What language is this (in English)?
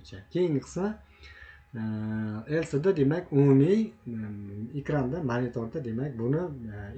Uzbek